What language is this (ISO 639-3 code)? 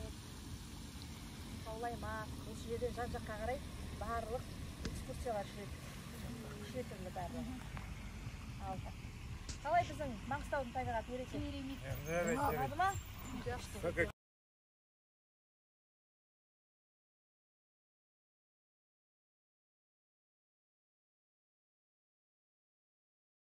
kaz